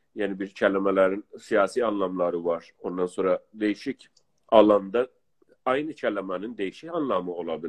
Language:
South Azerbaijani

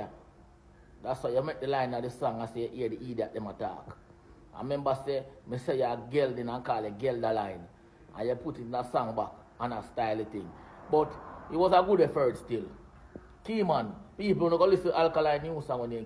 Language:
Jamaican Creole English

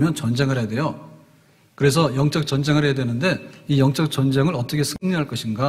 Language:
Korean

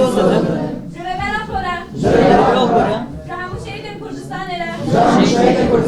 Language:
Kurdish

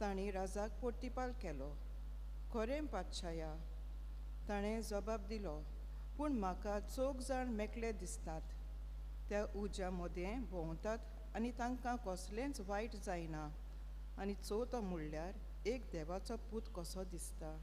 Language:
Konkani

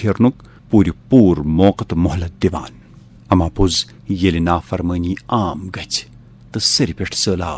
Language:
Kashmiri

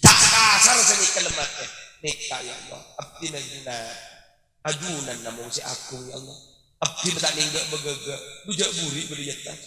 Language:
Madurese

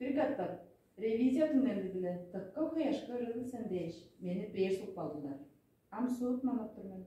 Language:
Tuvinian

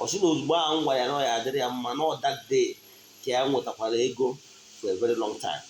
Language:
Igbo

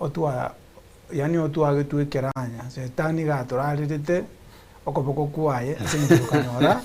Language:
Gusii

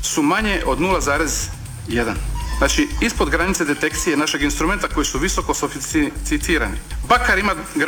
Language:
Croatian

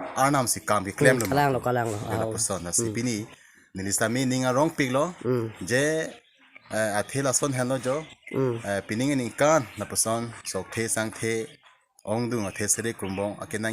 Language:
Karbi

